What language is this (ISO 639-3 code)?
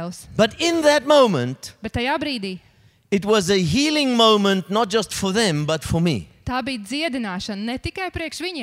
lav